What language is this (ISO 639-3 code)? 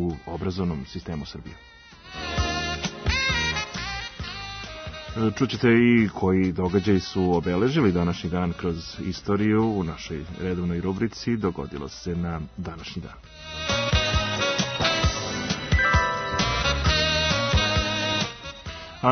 srp